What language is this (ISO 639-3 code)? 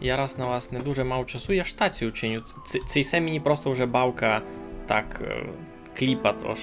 rue